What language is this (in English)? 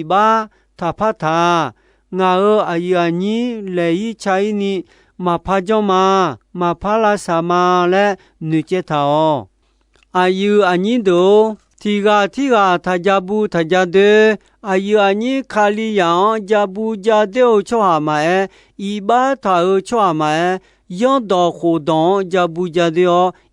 Akha